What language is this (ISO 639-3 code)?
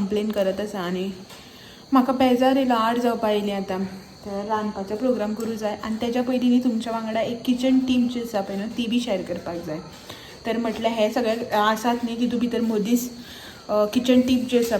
kok